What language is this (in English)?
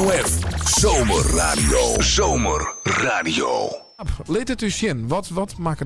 Western Frisian